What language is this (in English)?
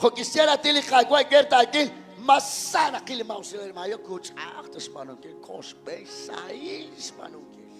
Kekchí